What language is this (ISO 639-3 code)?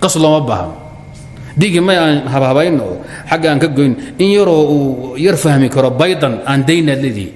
som